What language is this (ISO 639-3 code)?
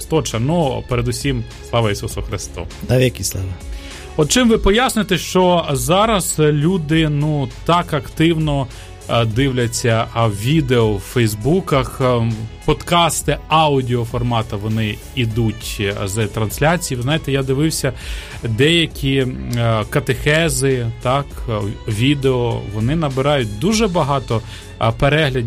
ukr